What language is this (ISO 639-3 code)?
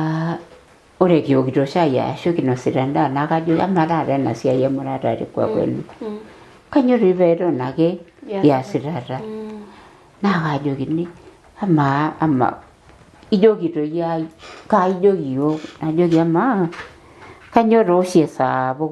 mas